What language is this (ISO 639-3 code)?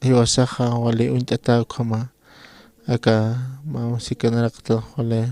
aym